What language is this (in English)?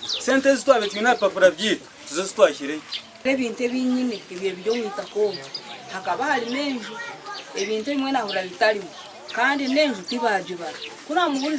Nyankole